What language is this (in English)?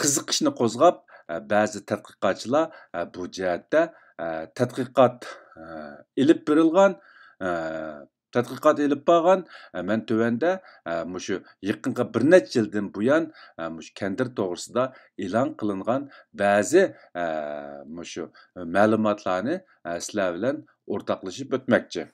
Uyghur